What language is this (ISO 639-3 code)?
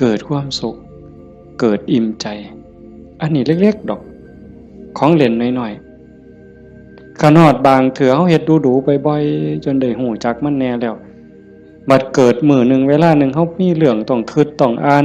tts